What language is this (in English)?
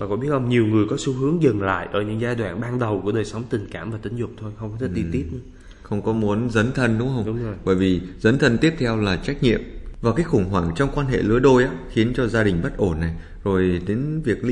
Vietnamese